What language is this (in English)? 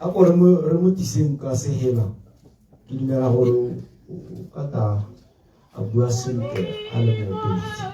Tswana